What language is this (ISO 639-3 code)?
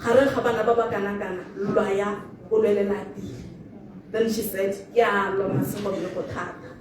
tsn